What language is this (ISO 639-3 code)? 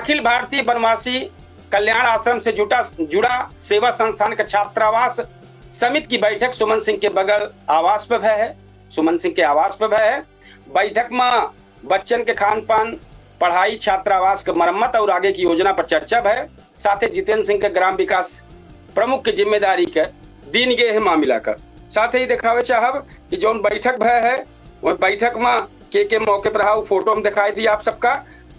awa